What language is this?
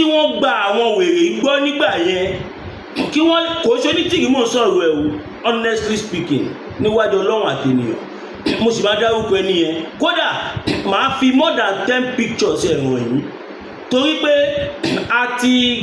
Yoruba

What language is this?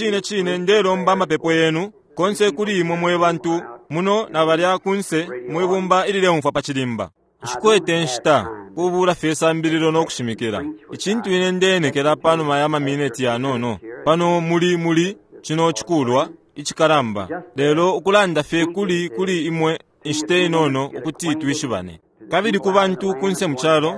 Bemba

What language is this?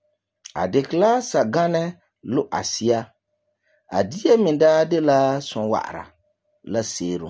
Frafra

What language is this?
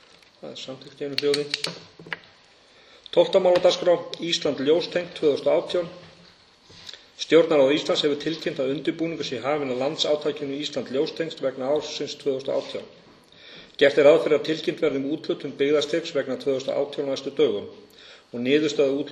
Icelandic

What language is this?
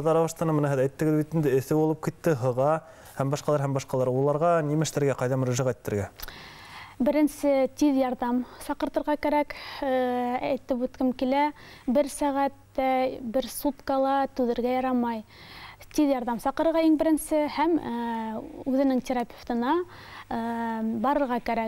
Bashkir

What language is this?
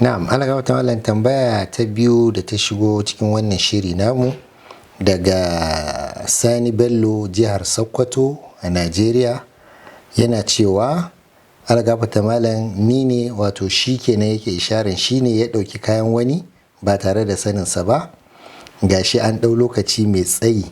Hausa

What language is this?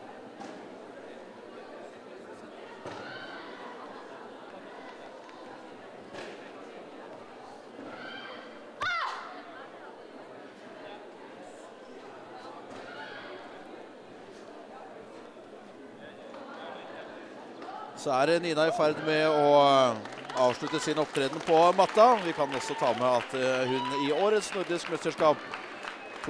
Norwegian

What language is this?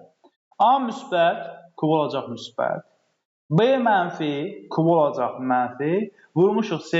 Azerbaijani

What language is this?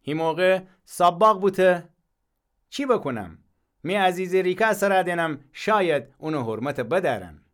Gilaki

